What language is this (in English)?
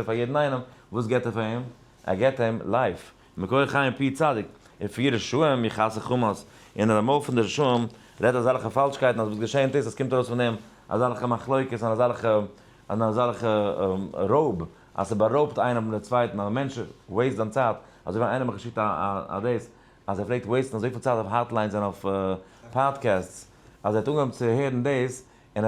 Yiddish